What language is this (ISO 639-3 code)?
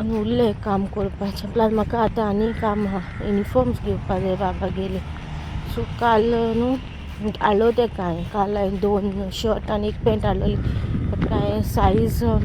kok